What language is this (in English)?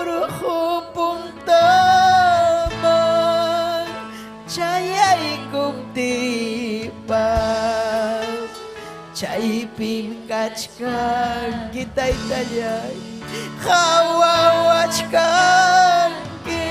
Ayacucho Quechua